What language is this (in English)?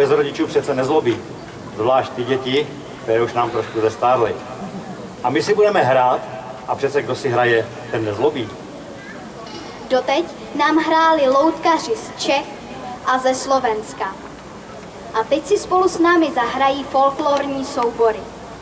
Czech